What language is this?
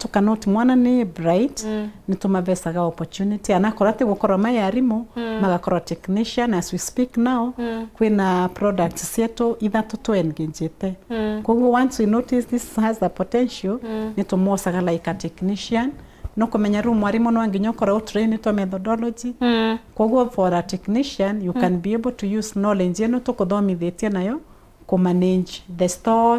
Meru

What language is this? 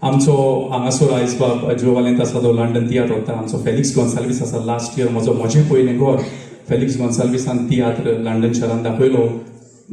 Konkani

